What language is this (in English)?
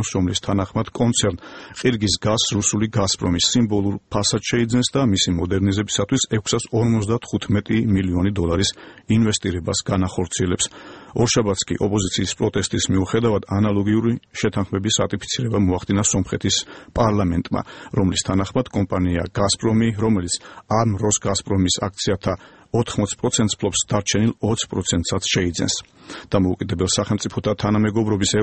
Georgian